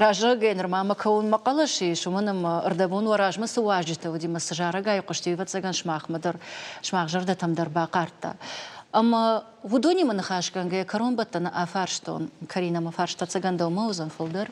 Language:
Ossetic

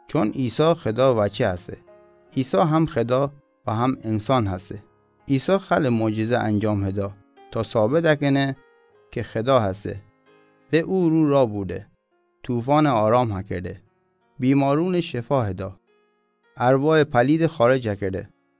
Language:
Mazanderani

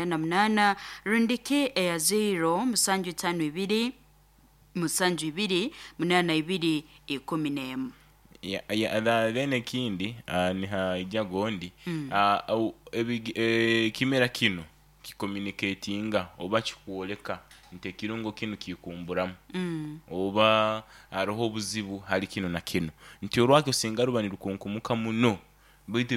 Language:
Nyoro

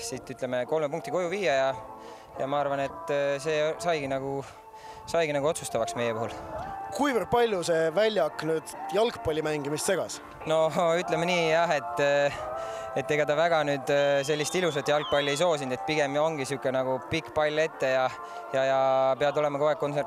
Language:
Estonian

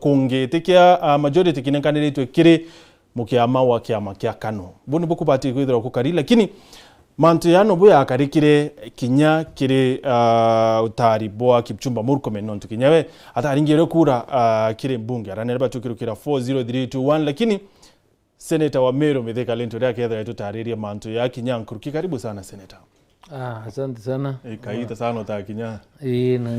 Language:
Meru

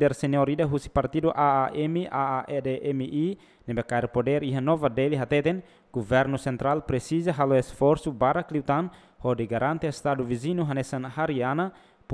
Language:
Tetum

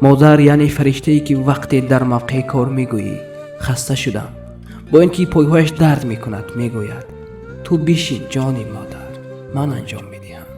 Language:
Tajik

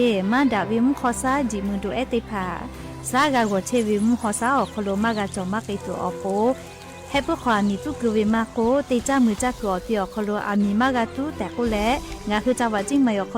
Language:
Lahu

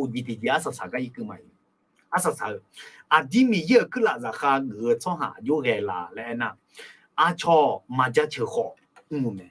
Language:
Akha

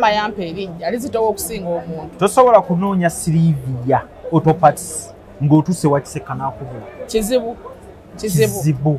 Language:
Ganda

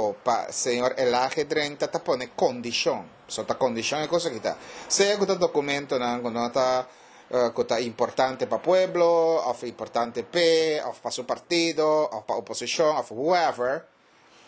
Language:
Papiamento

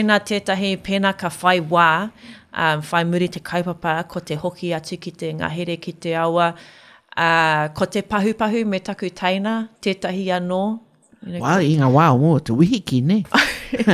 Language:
Māori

